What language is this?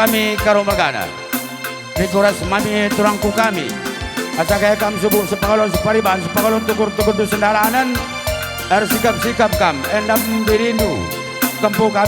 Batak Karo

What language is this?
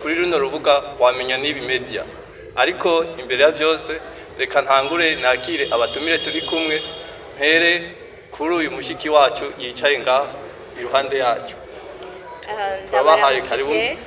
Rundi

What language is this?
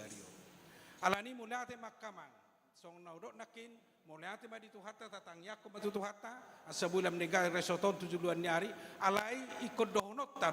Batak Toba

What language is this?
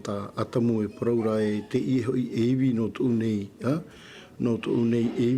Tahitian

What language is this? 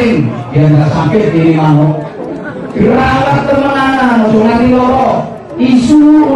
Javanese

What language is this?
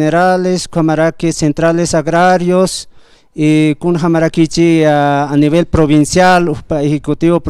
Aymara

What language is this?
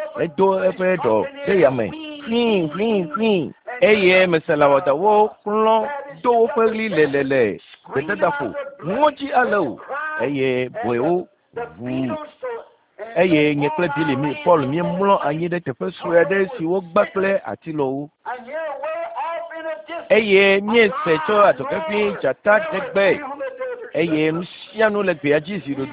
Ewe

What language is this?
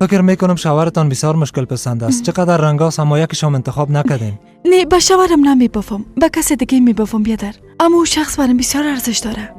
Persian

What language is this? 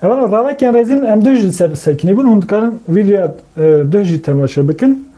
Kurdish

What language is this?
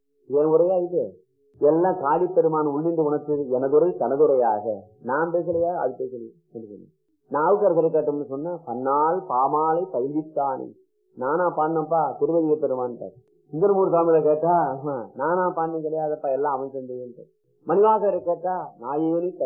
Tamil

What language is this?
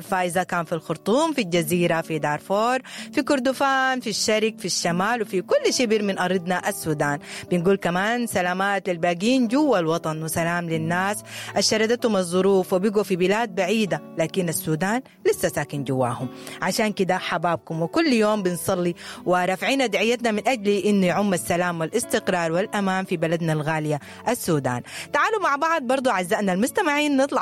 Sudanese Arabic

